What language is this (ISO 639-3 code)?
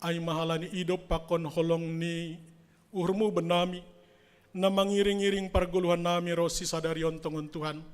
bts